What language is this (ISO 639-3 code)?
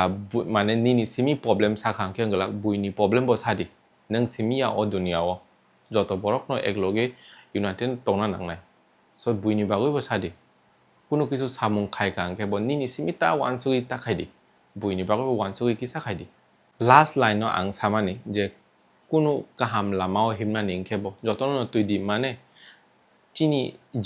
trp